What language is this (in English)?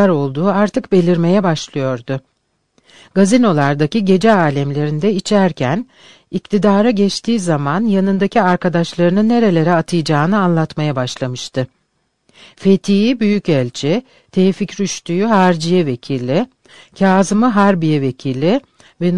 Turkish